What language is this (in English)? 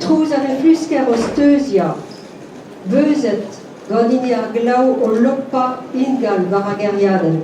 Breton